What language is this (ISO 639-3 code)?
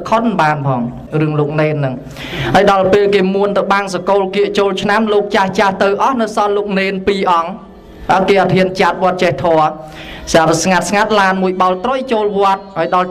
khm